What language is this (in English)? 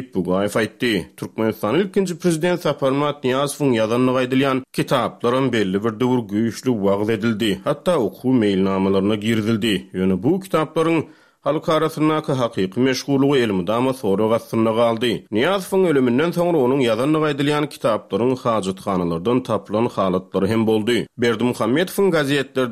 Turkmen